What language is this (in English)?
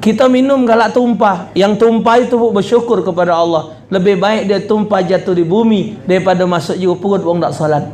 Musi